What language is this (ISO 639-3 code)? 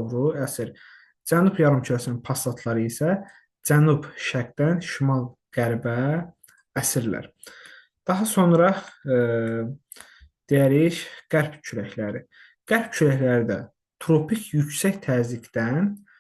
aze